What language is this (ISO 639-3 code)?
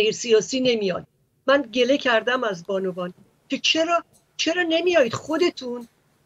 fas